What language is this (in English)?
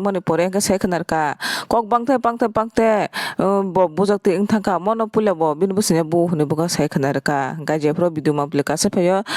Kok Borok